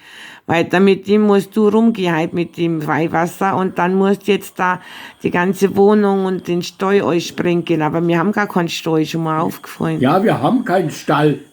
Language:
Bavarian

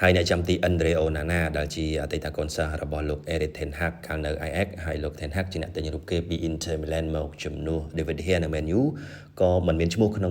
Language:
Khmer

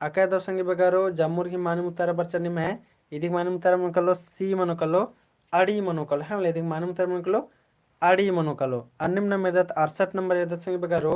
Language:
Kurukh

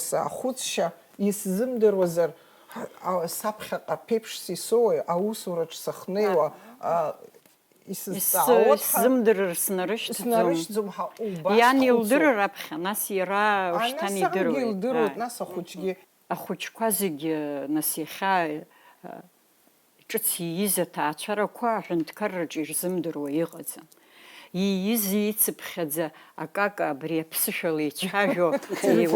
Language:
Abkhazian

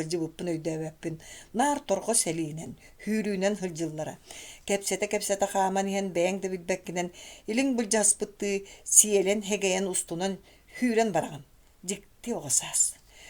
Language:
Yakut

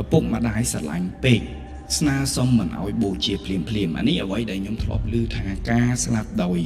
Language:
Khmer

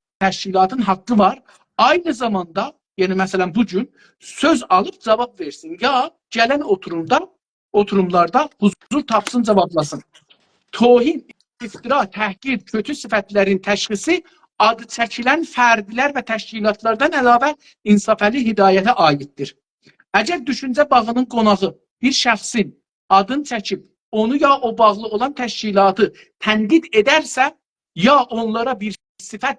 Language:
South Azerbaijani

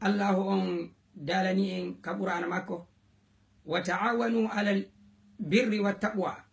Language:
Fula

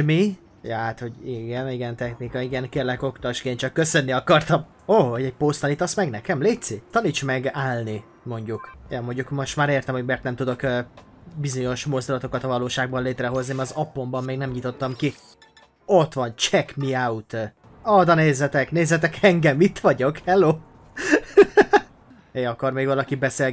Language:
Hungarian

